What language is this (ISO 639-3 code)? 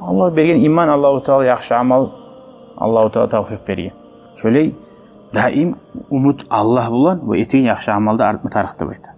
kum